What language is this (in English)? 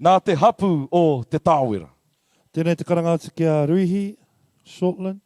Māori